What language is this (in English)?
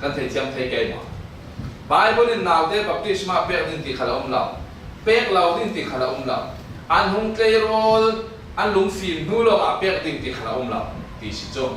Falam Chin